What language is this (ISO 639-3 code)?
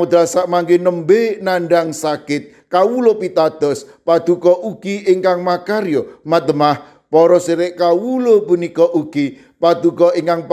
jav